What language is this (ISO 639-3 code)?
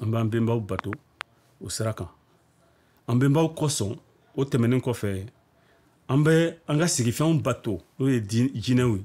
bam